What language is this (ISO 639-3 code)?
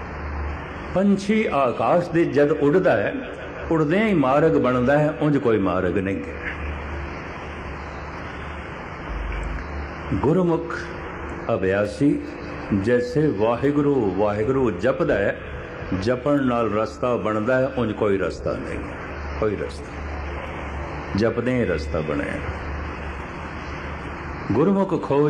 pan